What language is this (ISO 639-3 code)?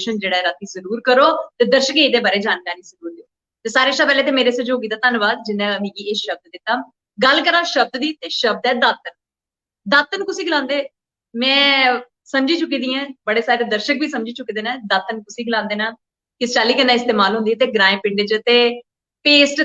doi